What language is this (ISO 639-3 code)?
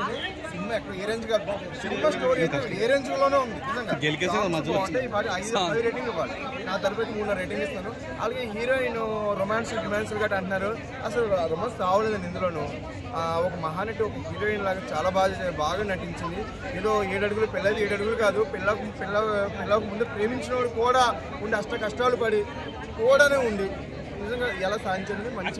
tel